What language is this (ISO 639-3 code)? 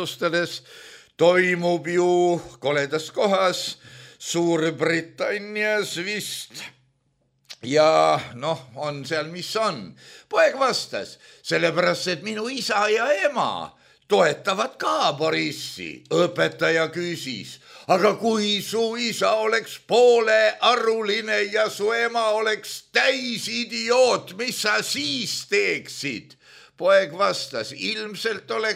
est